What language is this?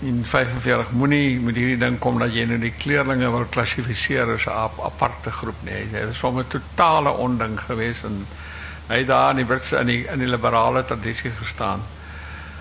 Afrikaans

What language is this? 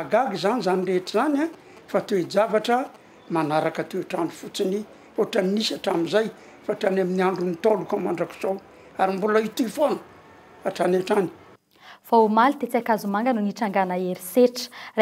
Malagasy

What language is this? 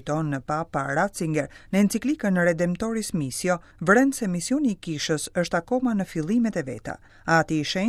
Albanian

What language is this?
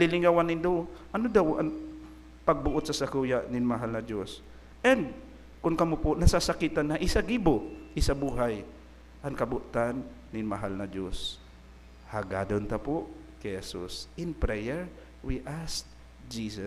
Bikol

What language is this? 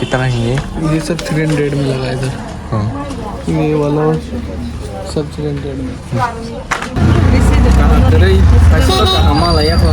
Kok Borok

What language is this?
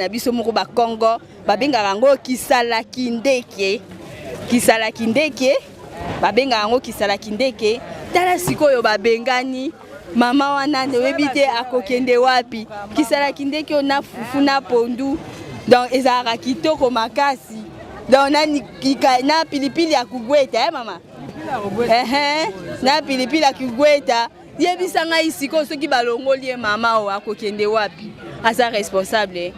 Lingala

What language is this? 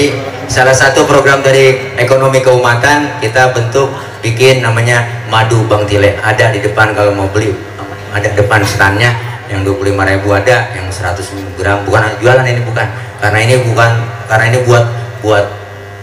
Betawi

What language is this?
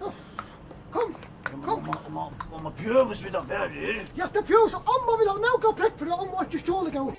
Faroese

